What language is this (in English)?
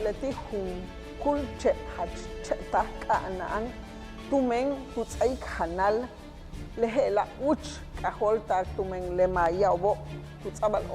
Yucateco